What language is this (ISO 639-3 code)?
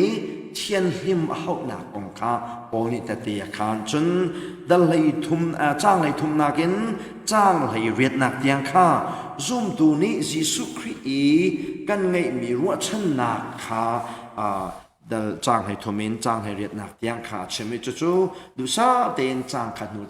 cnh